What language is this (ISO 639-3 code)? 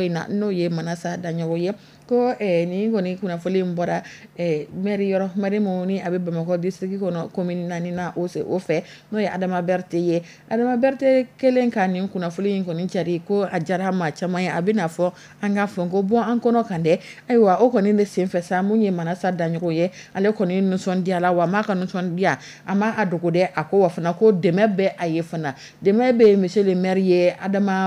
dyu